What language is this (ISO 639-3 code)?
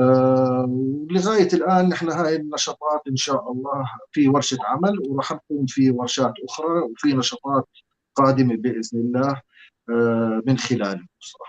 apc